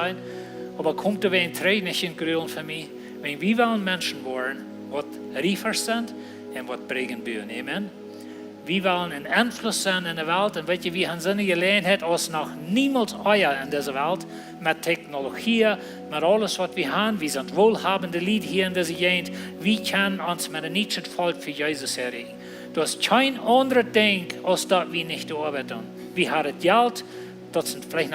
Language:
Plautdietsch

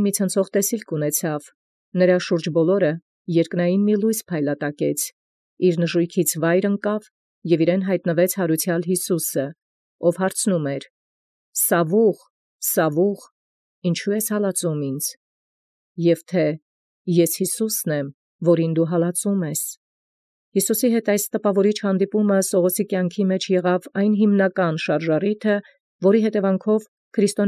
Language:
Armenian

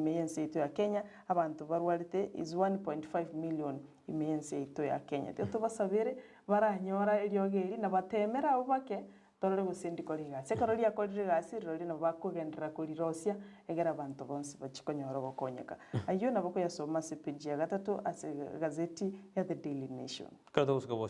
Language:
Gusii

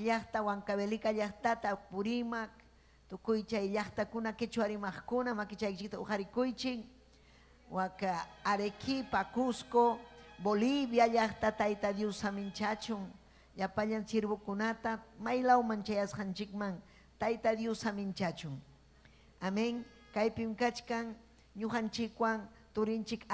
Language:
Ayacucho Quechua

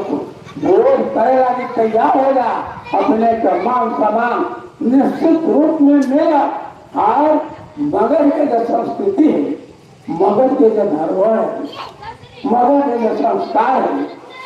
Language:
Magahi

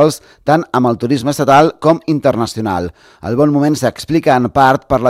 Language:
Catalan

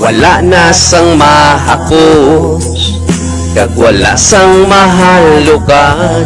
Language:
Hiligaynon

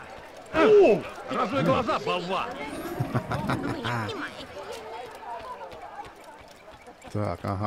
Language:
Russian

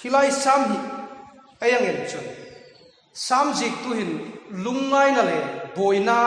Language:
Hmar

